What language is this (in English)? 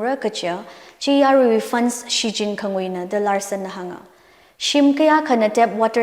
Tangkhul Naga (India)